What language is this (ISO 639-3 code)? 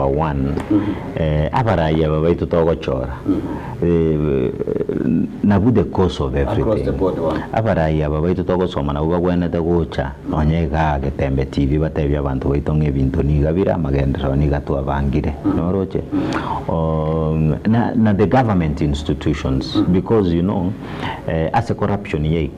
guz